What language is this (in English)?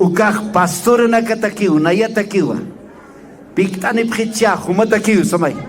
Aymara